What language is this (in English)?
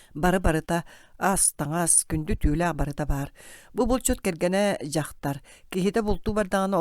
Yakut